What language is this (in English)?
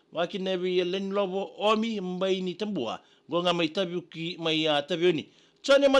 Fijian